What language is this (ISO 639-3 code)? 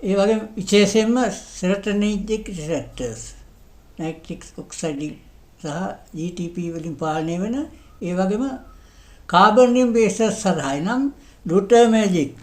sin